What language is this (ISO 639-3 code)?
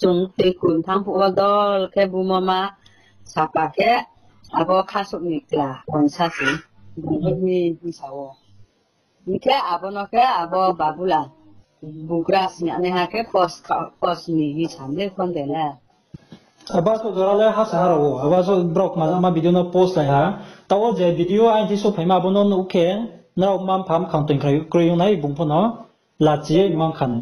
ria